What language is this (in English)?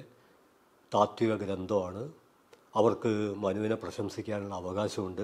Malayalam